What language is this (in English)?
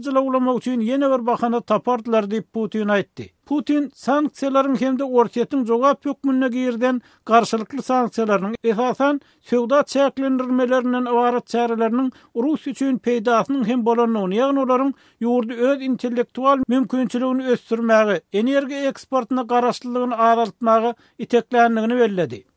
Turkmen